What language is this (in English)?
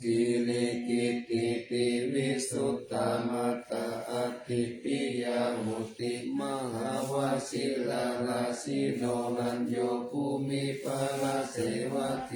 Pali